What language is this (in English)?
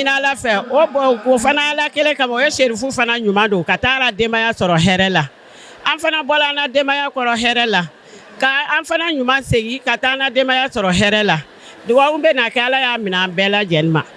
Bambara